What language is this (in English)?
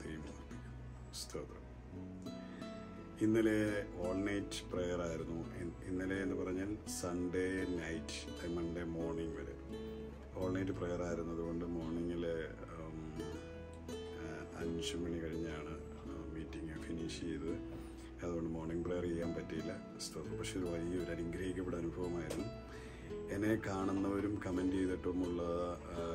Malayalam